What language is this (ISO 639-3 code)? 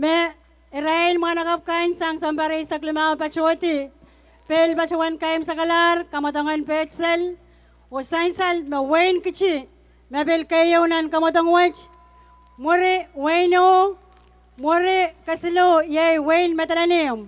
pon